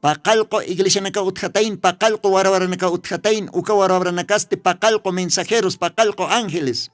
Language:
Aymara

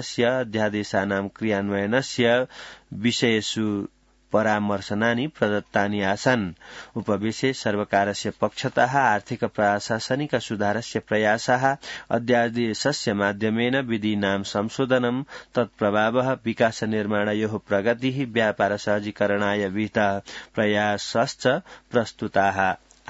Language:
Sanskrit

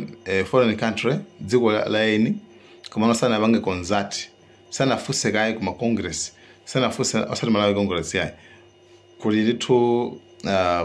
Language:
Nyanja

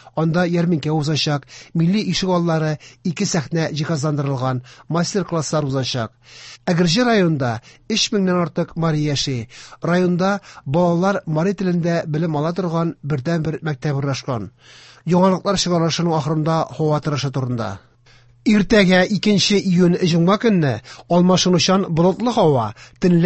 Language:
Tatar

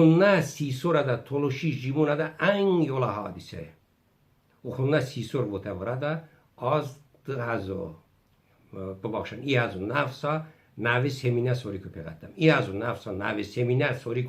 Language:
Talysh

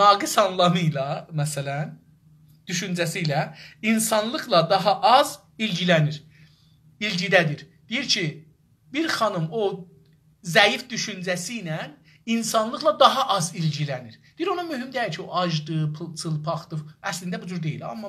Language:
South Azerbaijani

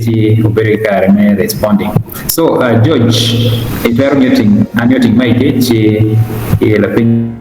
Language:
Acoli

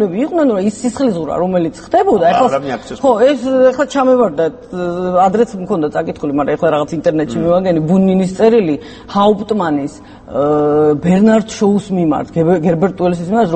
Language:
Georgian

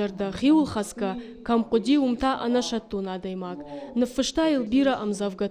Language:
Ossetic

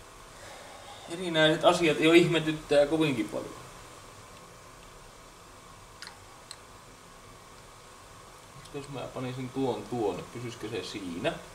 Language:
Finnish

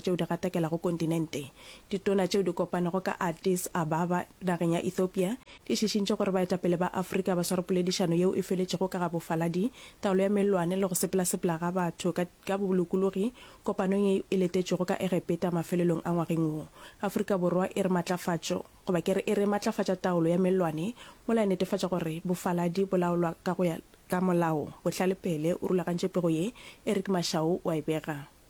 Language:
Northern Sotho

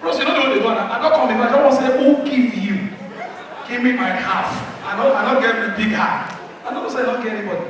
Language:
Nigerian Pidgin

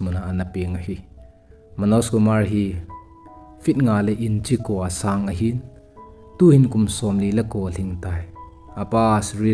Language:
Thado Chin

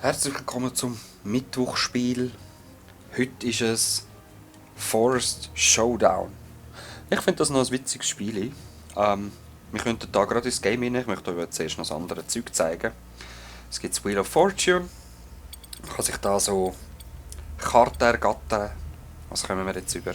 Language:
Swiss German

